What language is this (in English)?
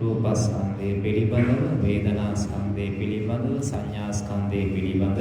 Sinhala